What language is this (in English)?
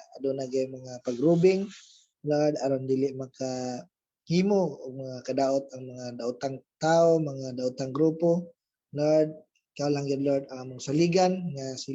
Cebuano